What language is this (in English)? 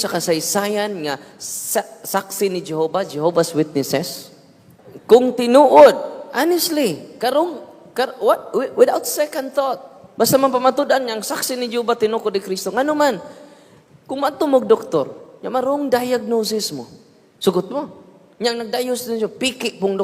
Cebuano